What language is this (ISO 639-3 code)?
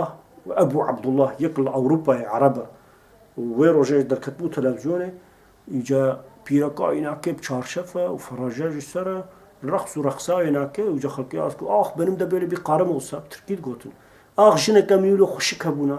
kur